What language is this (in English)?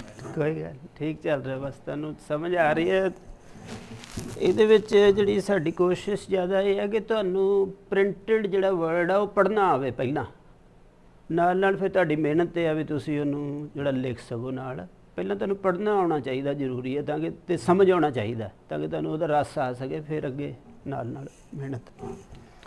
Punjabi